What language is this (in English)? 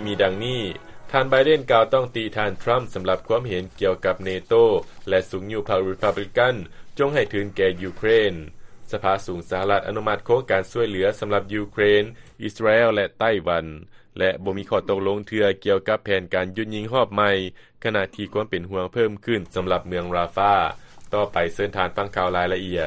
Lao